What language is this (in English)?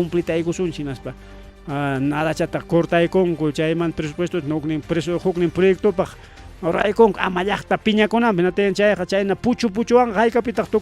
Ayacucho Quechua